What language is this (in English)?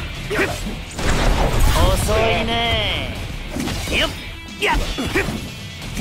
Japanese